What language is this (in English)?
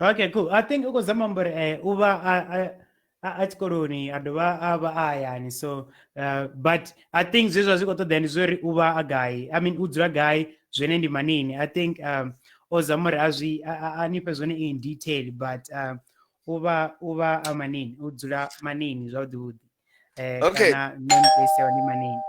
Venda